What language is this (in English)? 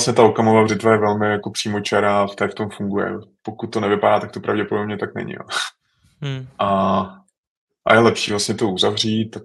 Czech